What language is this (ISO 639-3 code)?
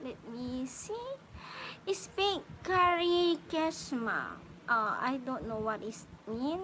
pag